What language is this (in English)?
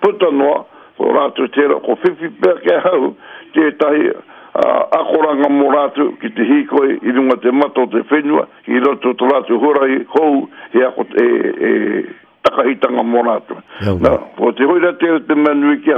Māori